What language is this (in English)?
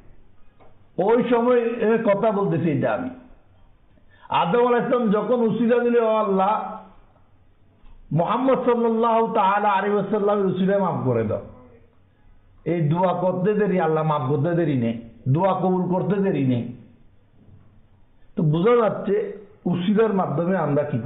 Bangla